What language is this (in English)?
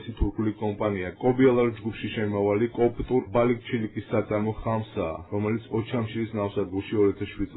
Georgian